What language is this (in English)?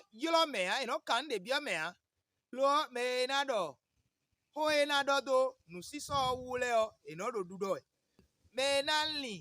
Fon